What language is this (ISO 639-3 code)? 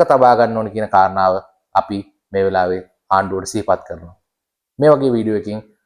sin